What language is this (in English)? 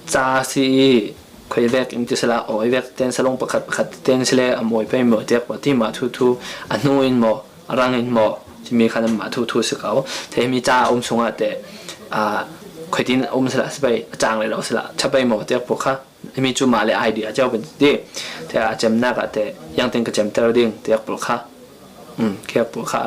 Falam Chin